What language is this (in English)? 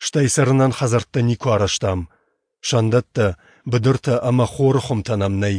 Ossetic